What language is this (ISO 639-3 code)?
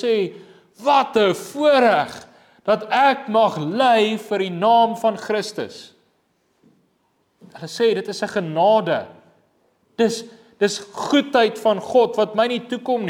afr